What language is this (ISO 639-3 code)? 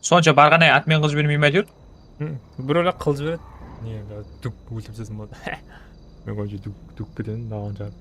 kaa